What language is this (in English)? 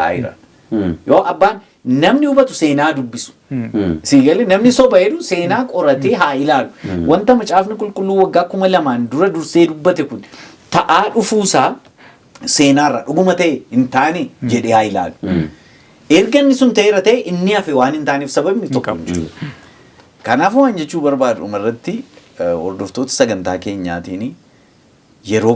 Oromo